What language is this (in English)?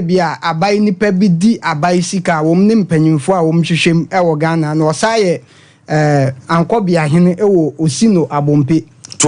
Akan